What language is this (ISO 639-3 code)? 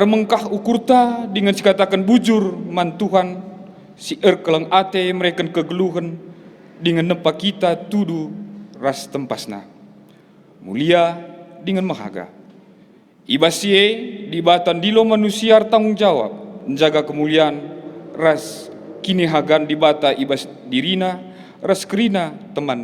btx